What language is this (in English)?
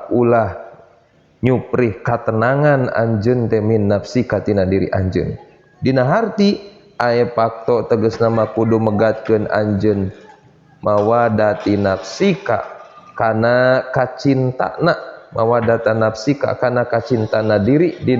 Sundanese